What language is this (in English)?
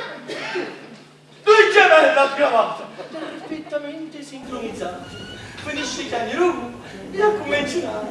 Neapolitan